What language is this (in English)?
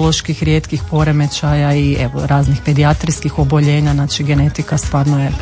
Croatian